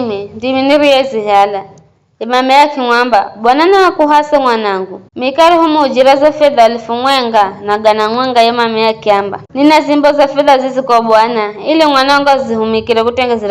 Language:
Giryama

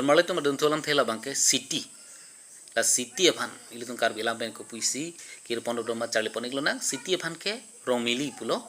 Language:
Karbi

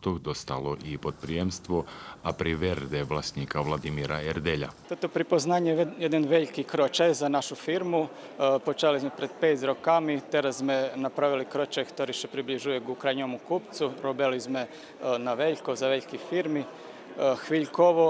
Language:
Rusyn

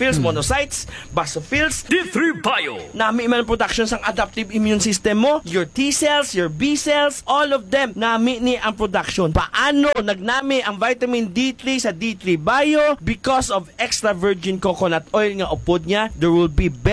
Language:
Hiligaynon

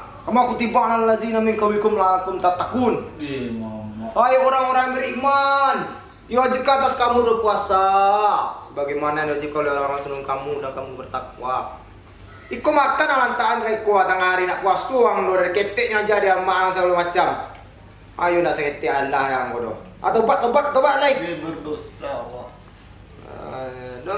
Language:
Minangkabau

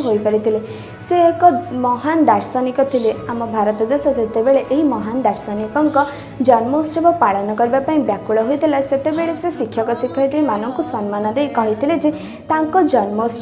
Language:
Odia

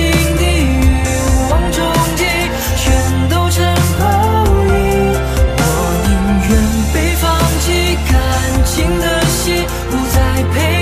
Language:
Chinese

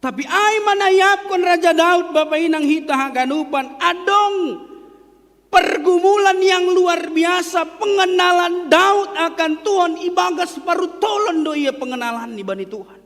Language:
Batak Simalungun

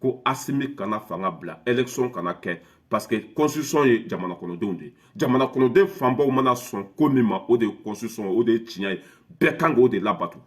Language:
Bambara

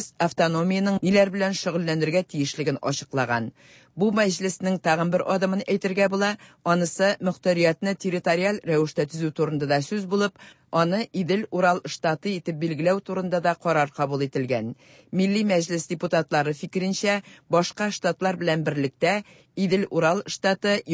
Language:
Tatar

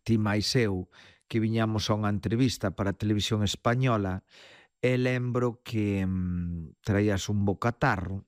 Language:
Galician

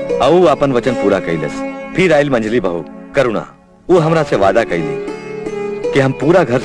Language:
Bhojpuri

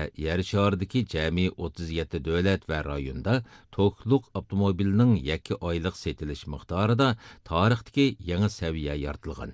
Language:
Uyghur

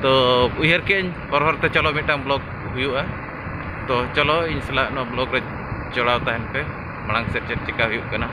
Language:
Santali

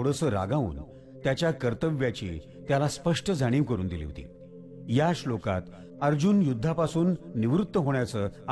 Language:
Marathi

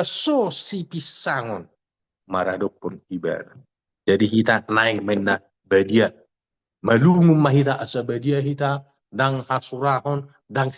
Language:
Batak Toba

